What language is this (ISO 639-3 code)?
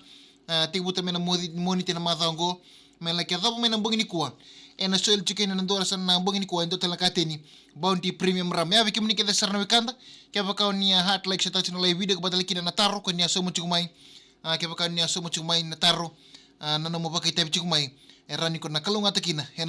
fij